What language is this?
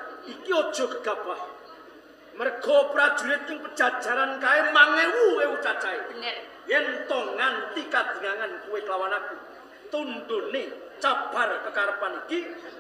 Javanese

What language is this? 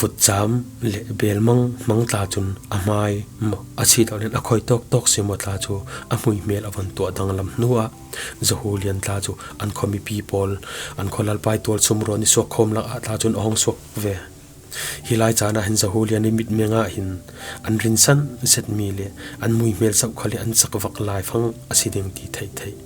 Falam Chin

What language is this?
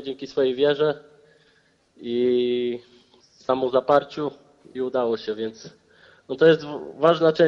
Polish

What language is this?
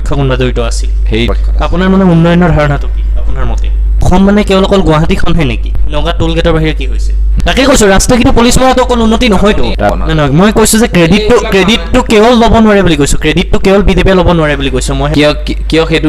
Assamese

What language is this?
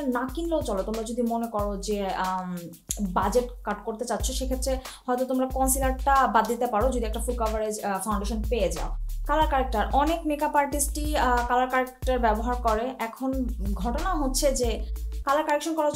Bangla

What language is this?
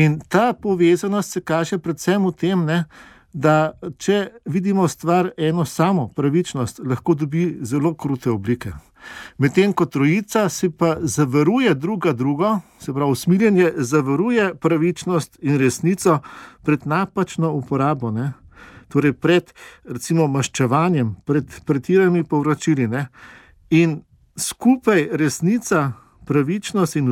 Slovenian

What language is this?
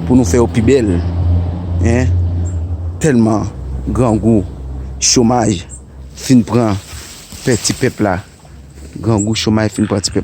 Haitian Creole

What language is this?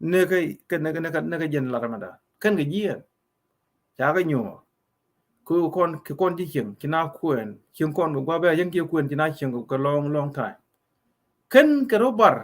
Nuer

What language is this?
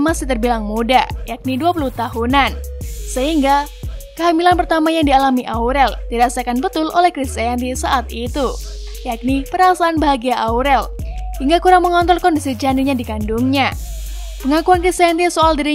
Indonesian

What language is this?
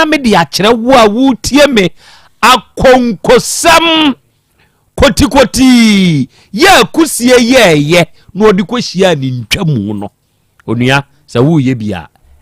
Akan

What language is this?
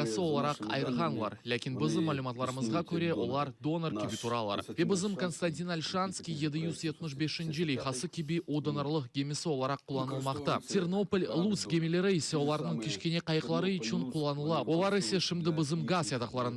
Crimean Tatar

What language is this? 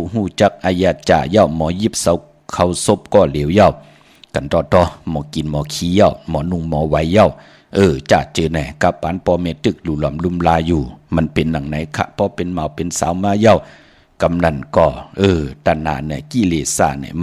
Shan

